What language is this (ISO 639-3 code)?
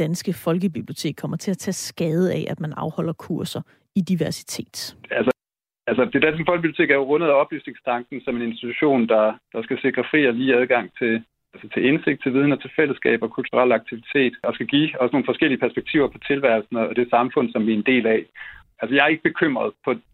dan